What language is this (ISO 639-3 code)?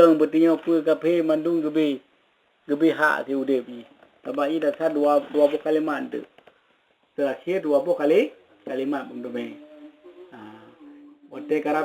ace